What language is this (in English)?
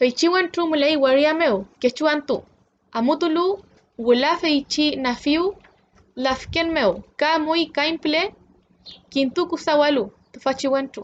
Mapuche